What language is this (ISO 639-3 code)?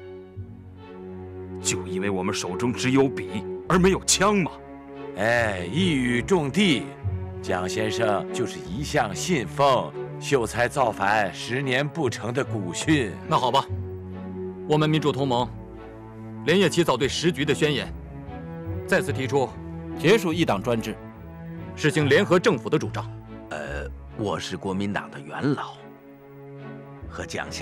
zho